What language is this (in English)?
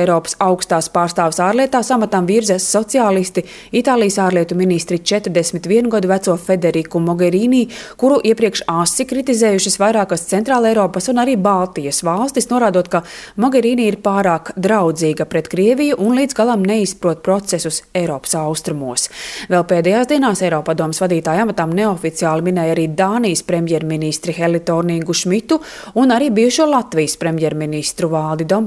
Latvian